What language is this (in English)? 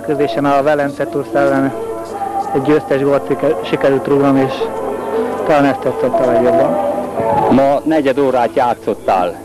Hungarian